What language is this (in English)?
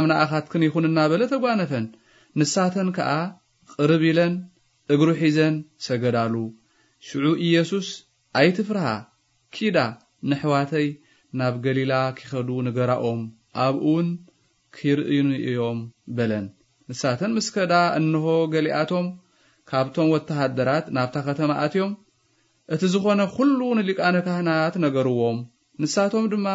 Tigrinya